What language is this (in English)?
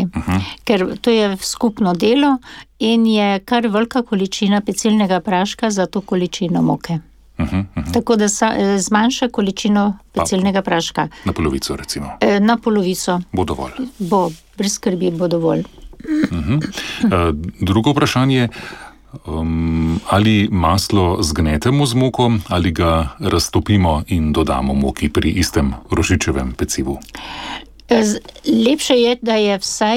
Slovenian